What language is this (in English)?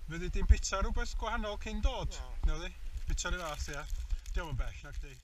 Welsh